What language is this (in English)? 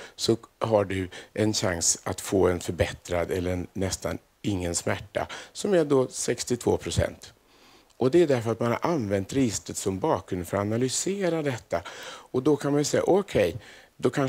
Swedish